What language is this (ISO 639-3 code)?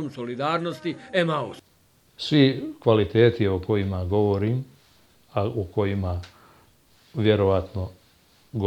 bos